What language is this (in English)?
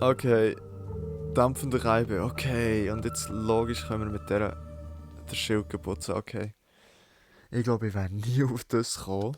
Swiss German